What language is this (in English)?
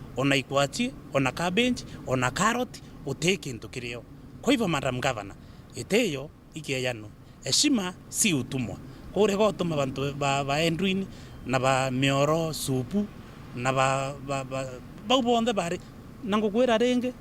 Meru